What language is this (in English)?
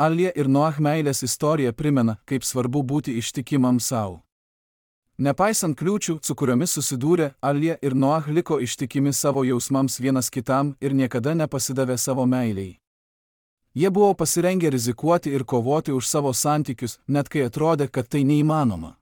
Lithuanian